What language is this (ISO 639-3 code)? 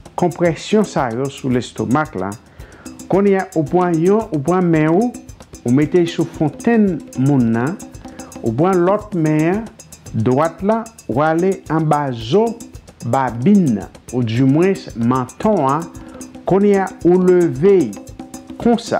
hat